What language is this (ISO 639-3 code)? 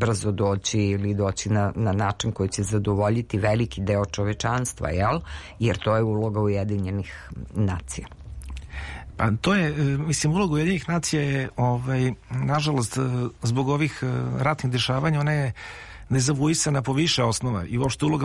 srp